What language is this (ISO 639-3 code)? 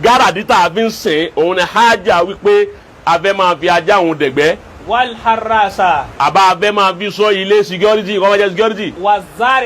yor